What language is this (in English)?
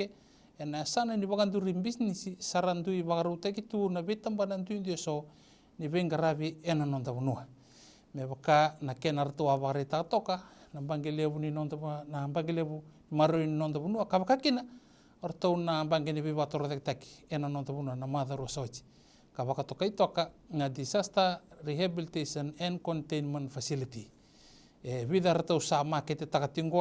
Fijian